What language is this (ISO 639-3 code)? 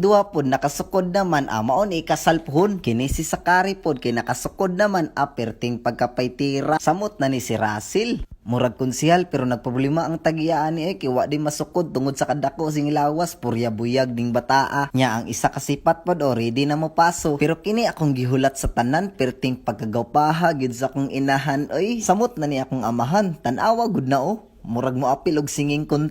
ceb